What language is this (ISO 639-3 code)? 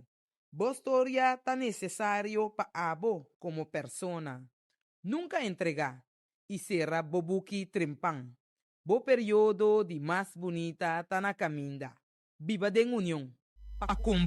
pap